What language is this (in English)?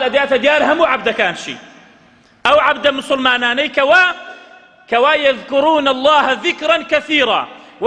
Central Kurdish